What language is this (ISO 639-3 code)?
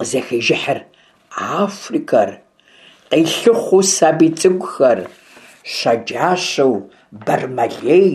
kbd